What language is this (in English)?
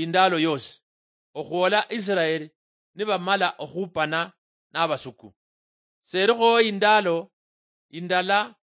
Luyia